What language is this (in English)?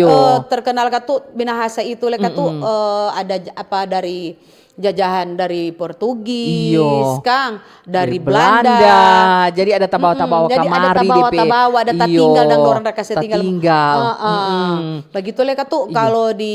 Manado Malay